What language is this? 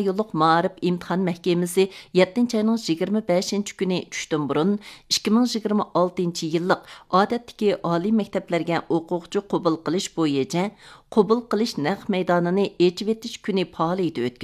Uyghur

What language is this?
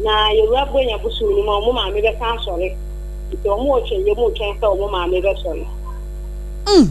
Akan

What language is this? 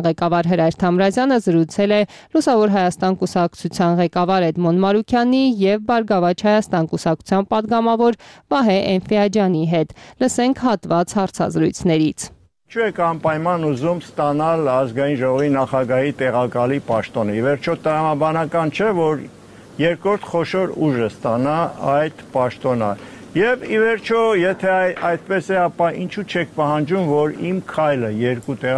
Armenian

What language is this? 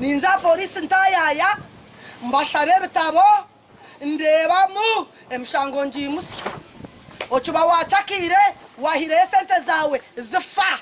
Nyankole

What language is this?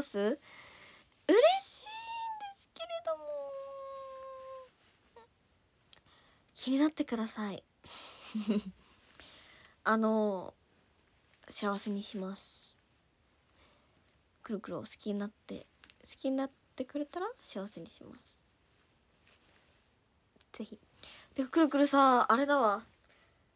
Japanese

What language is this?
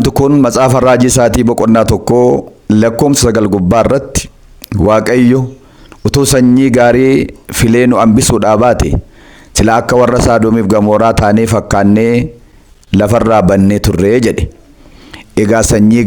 Oromo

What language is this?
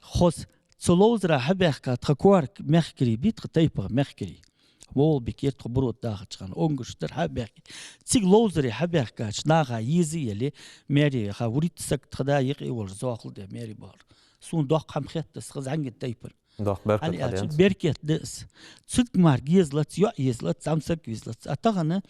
Ingush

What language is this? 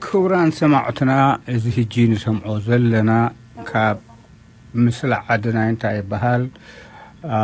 Tigrinya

